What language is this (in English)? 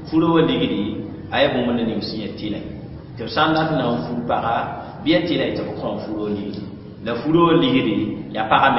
Mossi